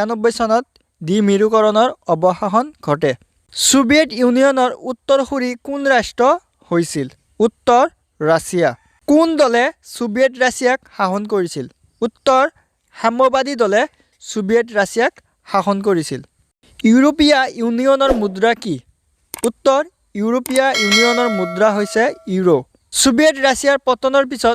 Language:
Assamese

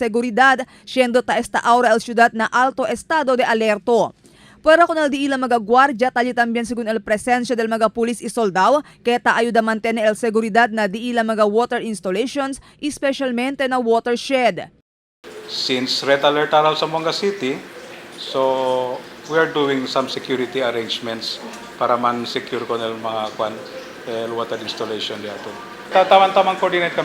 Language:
Chavacano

